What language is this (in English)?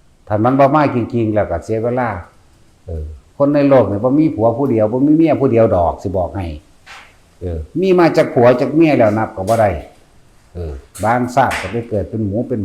Northeastern Thai